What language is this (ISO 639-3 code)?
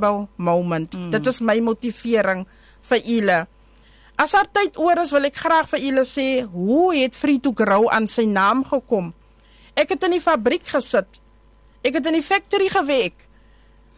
afr